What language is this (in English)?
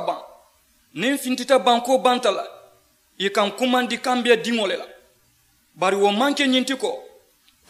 Mandingo